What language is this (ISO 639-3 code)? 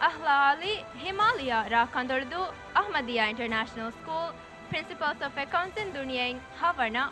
div